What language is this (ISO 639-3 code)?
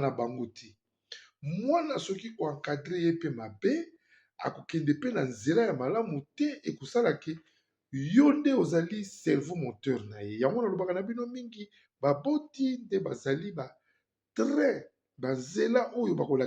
lin